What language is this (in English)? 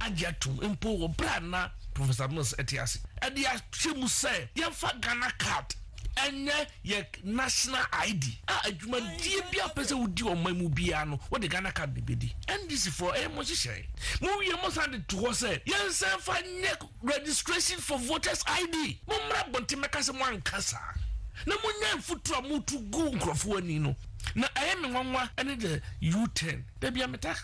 Akan